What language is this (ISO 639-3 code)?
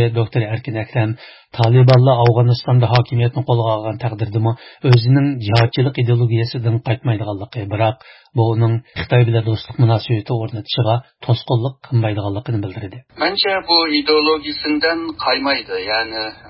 uig